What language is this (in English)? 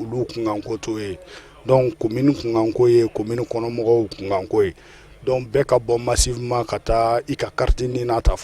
Bambara